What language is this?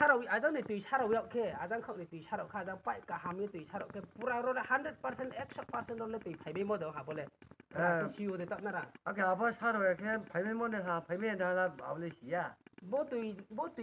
Riang (India)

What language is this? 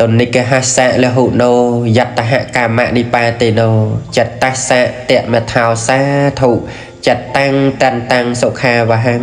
Khmer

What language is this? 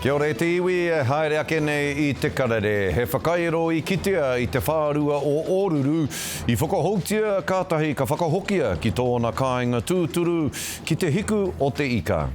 Māori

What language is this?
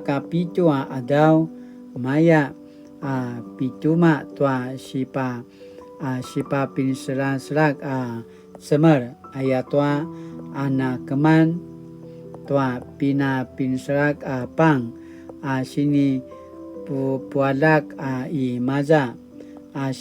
Paiwan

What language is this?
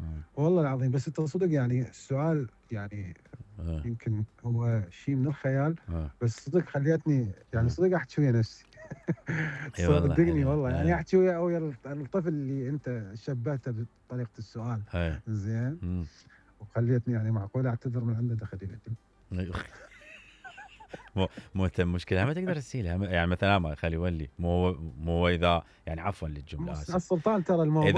Mesopotamian Arabic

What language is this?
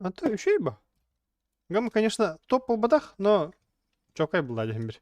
Yakut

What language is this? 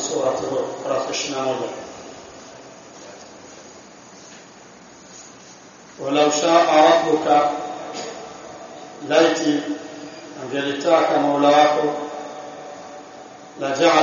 Swahili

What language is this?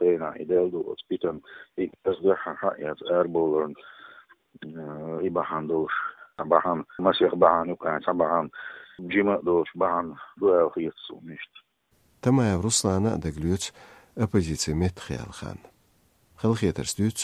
Chechen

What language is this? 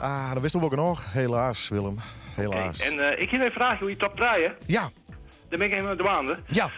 Western Frisian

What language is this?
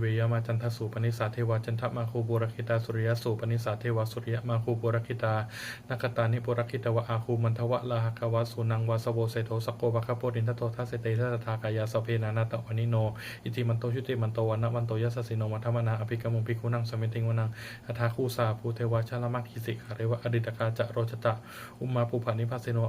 Pali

